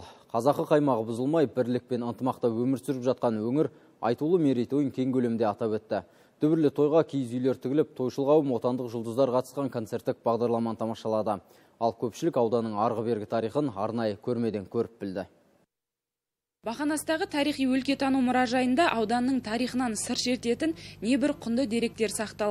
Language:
Kazakh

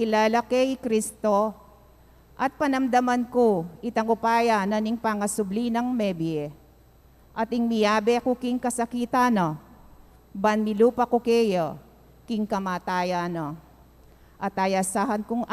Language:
Pampanga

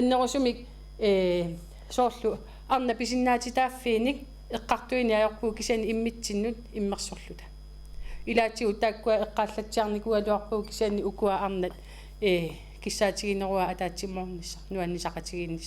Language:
Kalaallisut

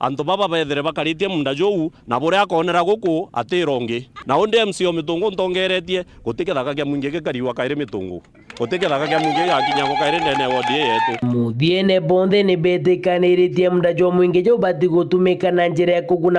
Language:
Meru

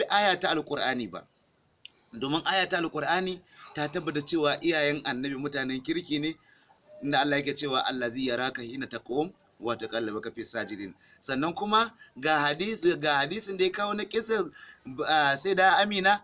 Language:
Hausa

